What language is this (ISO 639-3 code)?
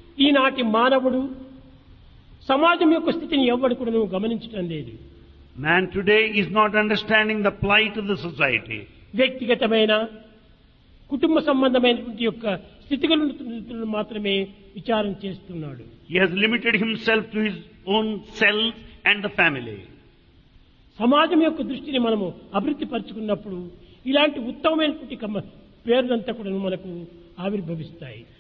tel